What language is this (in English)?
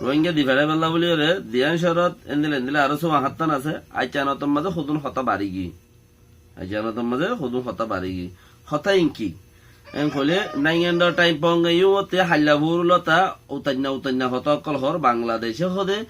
Rohingya